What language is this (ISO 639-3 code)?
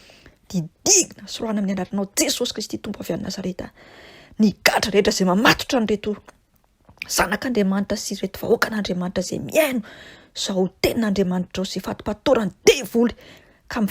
mlg